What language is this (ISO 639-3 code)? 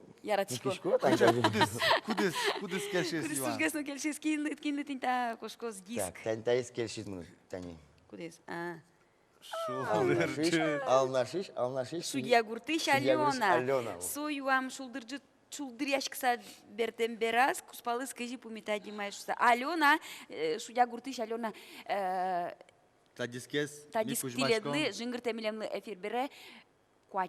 udm